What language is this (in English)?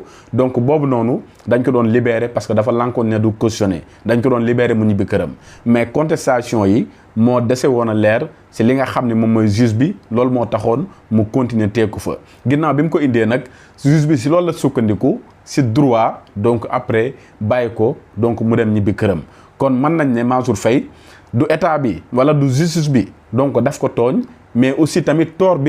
Wolof